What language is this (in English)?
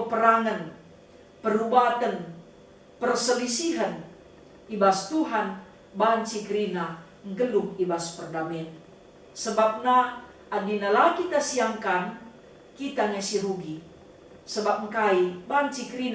Batak Karo